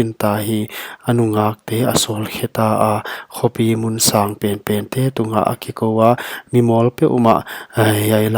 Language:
Paite Chin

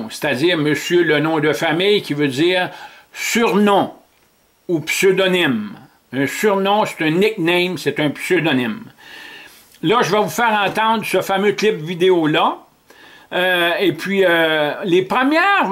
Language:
French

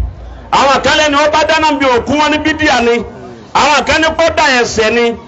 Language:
Yoruba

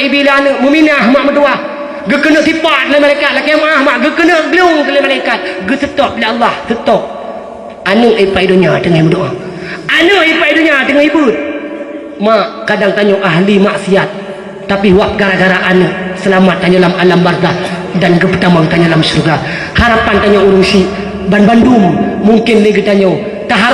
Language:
Achinese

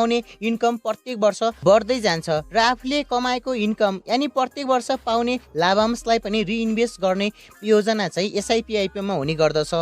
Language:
Nepali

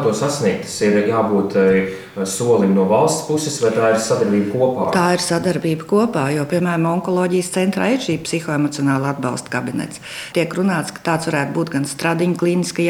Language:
Latvian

